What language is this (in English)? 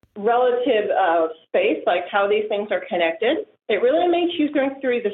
English